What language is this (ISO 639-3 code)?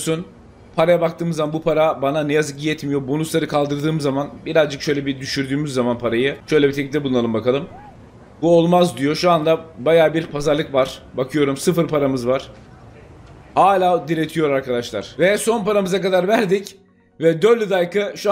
tur